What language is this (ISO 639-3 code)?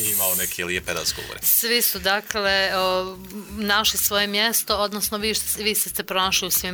bos